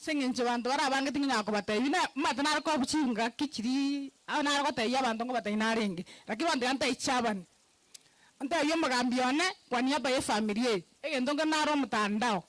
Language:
Gusii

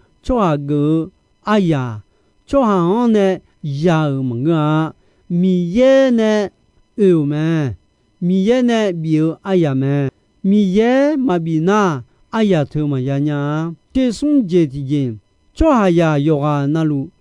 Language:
Akha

